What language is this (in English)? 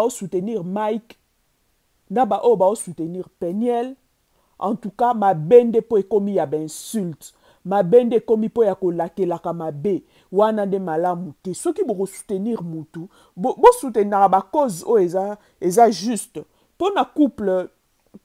Lingala